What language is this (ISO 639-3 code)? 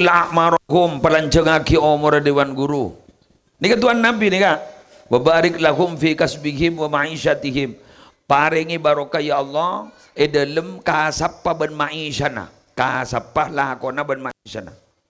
mad